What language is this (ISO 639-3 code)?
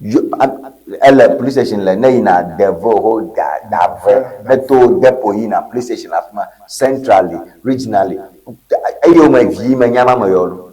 ewe